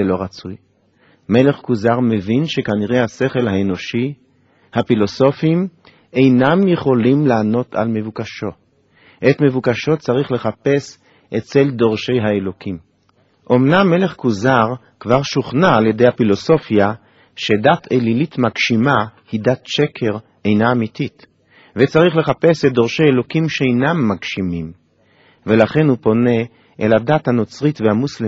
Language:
Hebrew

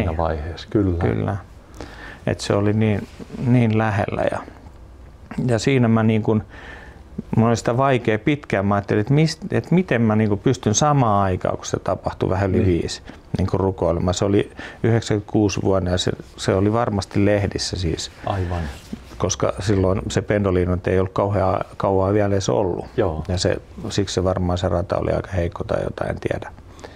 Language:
Finnish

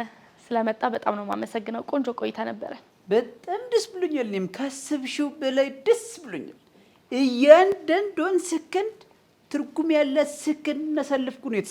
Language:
Amharic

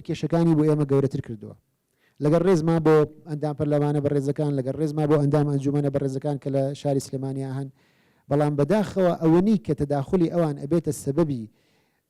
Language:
Central Kurdish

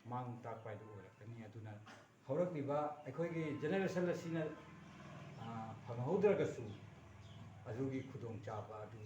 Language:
Manipuri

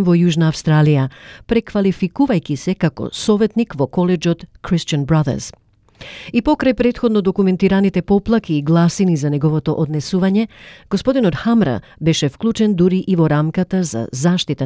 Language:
Macedonian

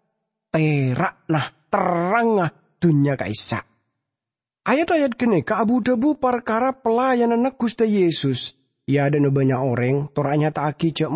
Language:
Madurese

